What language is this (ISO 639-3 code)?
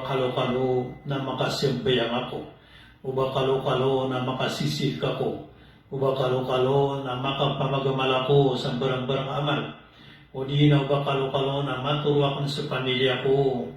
mrw